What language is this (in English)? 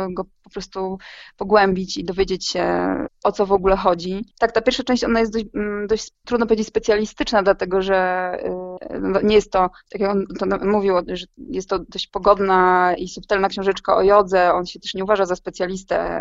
Polish